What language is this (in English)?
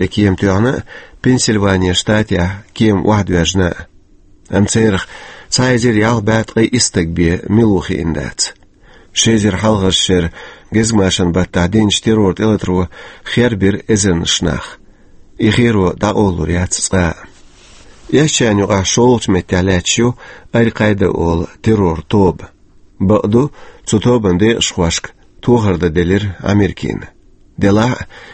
Chechen